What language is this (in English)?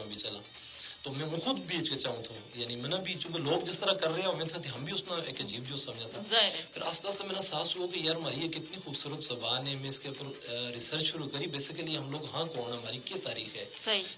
Gujari